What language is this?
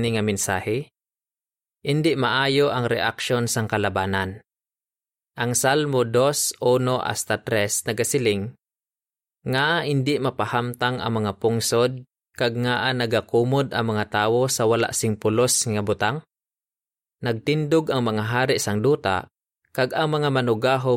Hiligaynon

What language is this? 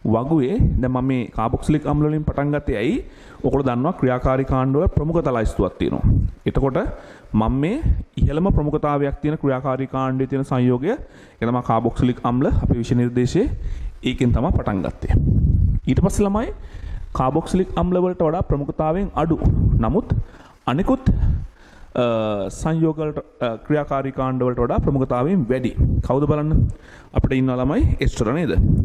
Sinhala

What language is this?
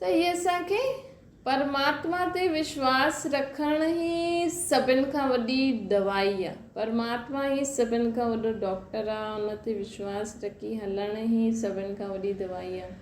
Sindhi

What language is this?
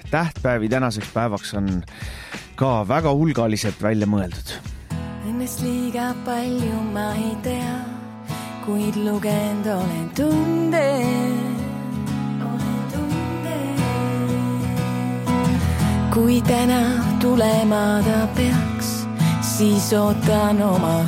Estonian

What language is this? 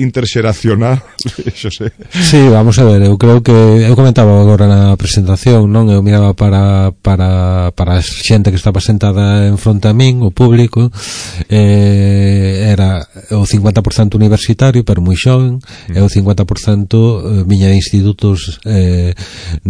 Galician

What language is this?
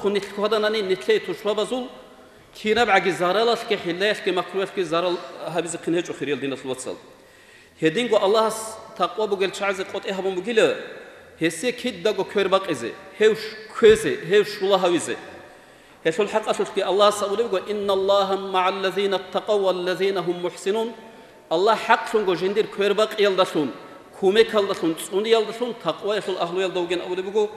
Avaric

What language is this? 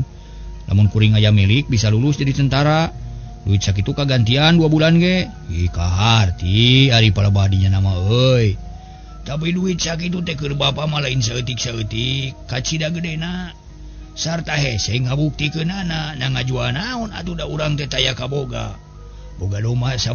Sundanese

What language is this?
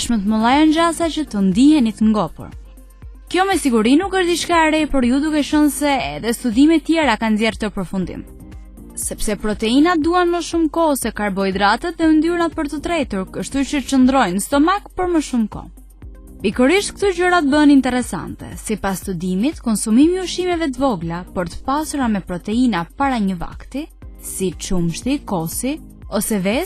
Albanian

